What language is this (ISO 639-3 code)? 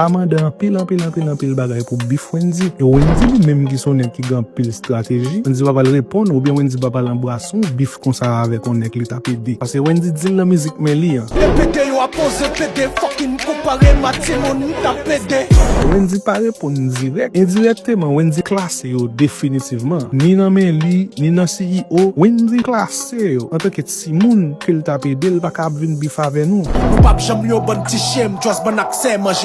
hat